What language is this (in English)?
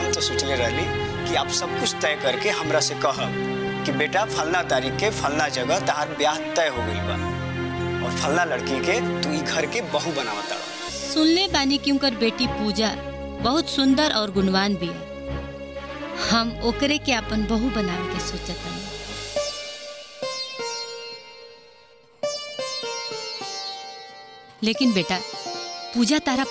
Bhojpuri